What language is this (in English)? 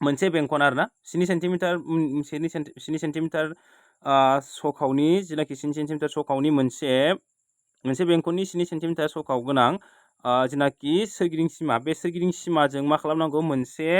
Bodo